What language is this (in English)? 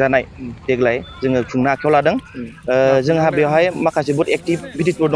Bodo